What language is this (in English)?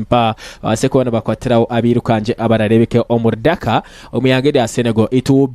Nyankole